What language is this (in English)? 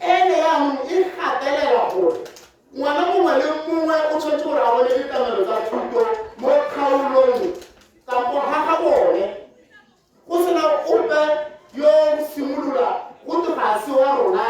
Tswana